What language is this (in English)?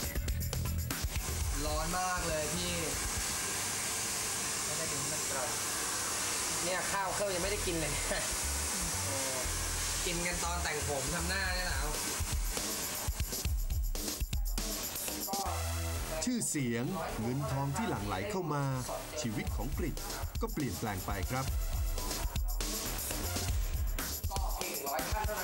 Thai